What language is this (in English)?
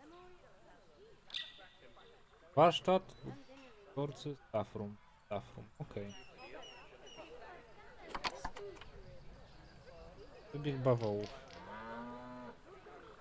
Polish